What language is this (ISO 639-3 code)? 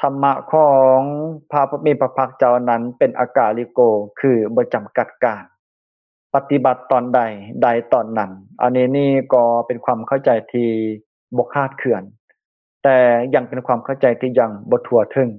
lao